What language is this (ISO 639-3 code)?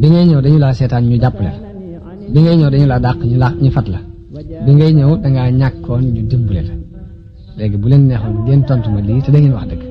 wol